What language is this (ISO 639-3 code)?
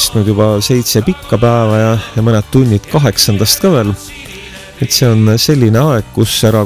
est